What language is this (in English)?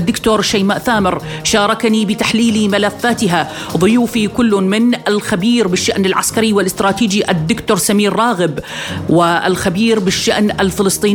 Arabic